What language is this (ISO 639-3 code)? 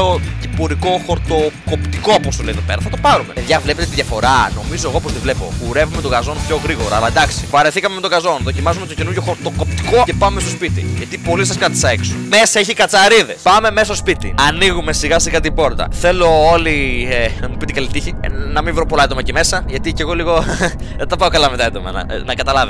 ell